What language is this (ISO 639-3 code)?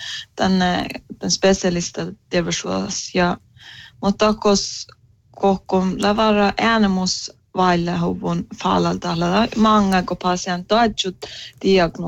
sme